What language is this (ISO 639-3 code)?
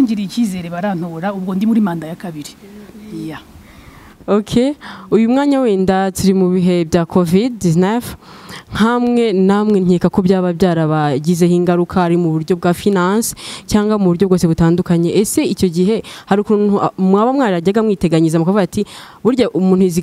kin